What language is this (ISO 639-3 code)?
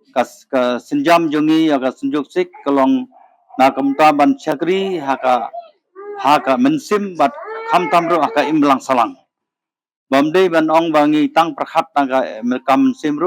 kha